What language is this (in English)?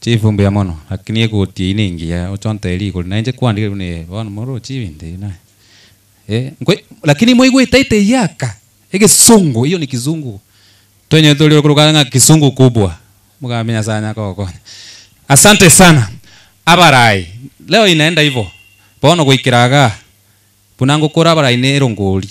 Gusii